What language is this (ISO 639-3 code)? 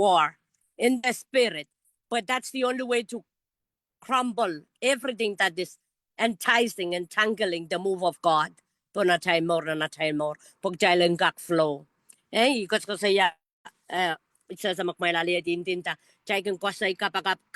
pon